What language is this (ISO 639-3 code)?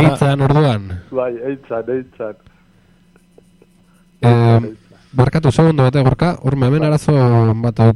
eus